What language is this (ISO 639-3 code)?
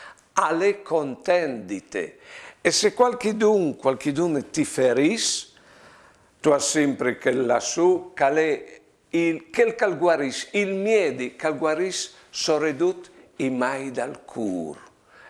fur